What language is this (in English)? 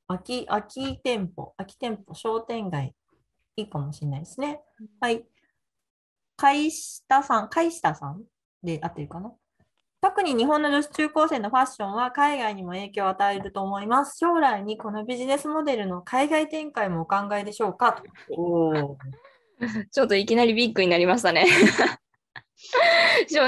Japanese